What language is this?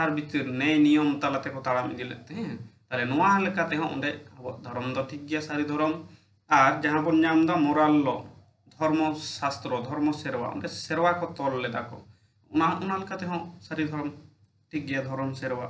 Santali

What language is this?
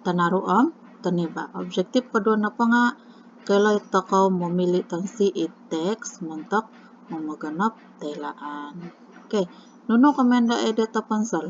Central Dusun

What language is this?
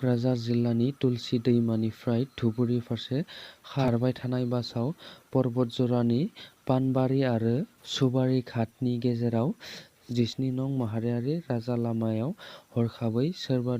Bodo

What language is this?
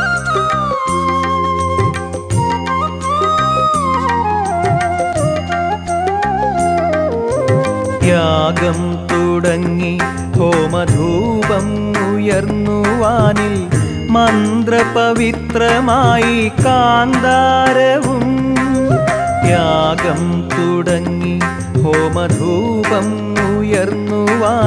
Malayalam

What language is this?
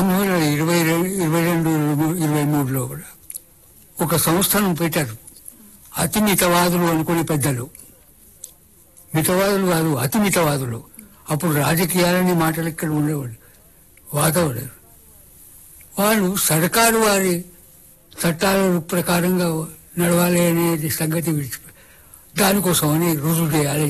Telugu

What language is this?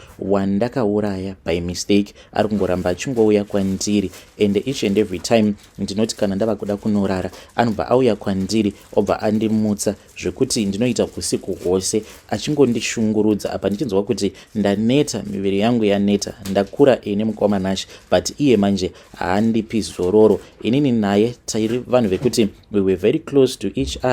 Shona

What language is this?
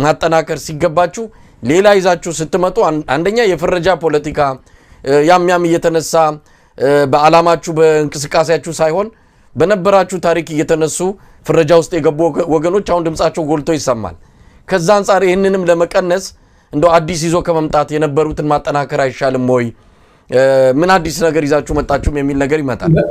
Amharic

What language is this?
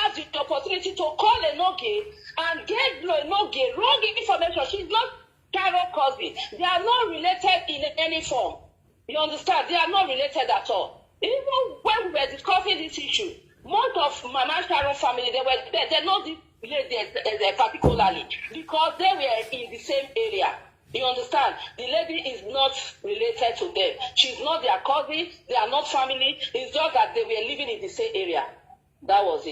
Nigerian Pidgin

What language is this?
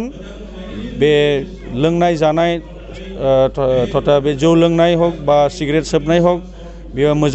Bodo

